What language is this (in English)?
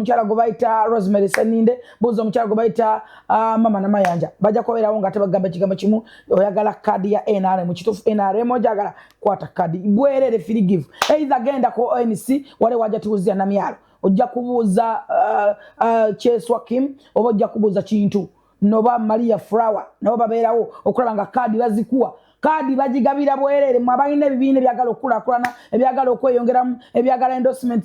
Ganda